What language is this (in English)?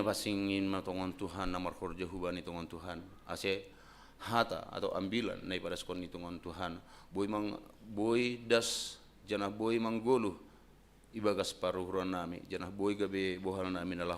Batak Simalungun